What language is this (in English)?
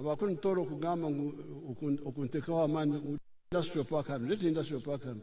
Nyankole